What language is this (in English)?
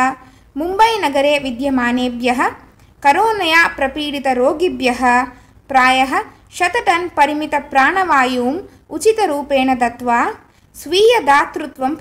Sanskrit